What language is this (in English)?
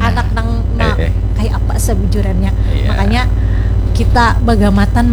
Banjar